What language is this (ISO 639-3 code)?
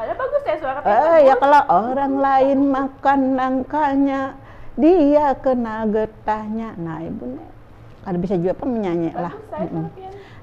bjn